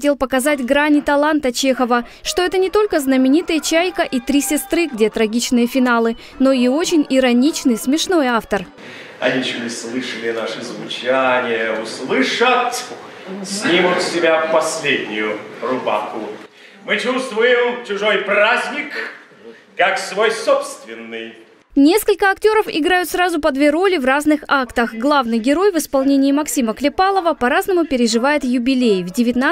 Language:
Russian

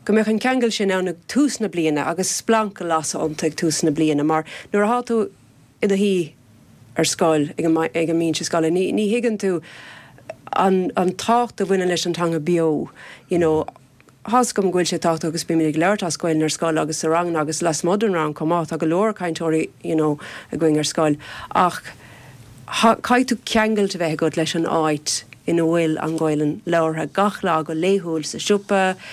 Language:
Irish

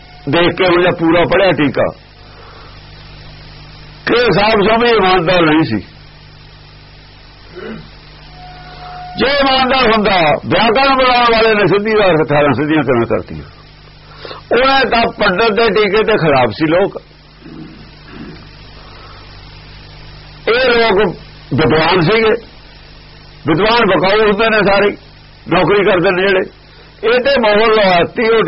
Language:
Punjabi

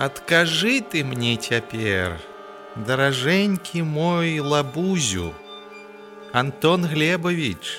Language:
Belarusian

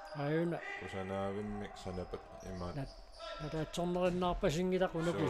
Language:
Kalaallisut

